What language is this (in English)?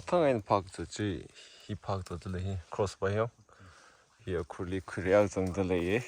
Tangkhul Naga (India)